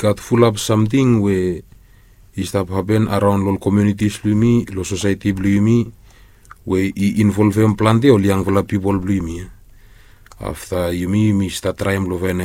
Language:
Bislama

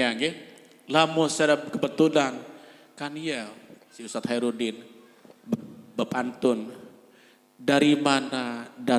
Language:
Sasak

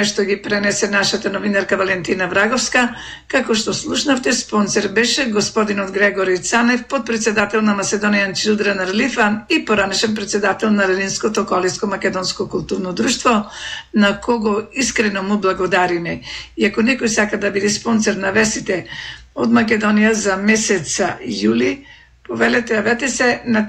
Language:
Macedonian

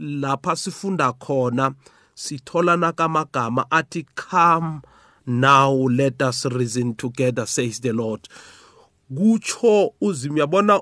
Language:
South Ndebele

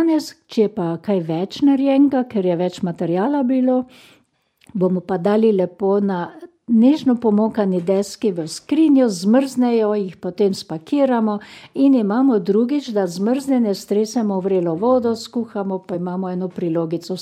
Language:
Slovenian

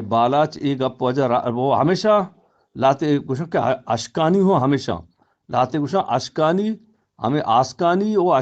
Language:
Eastern Balochi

